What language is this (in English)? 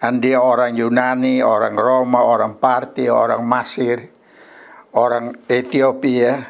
Kupang Malay